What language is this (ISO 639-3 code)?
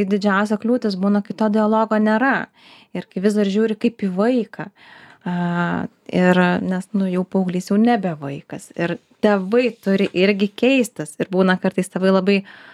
lit